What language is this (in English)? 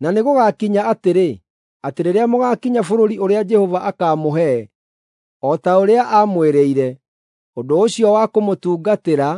Kikuyu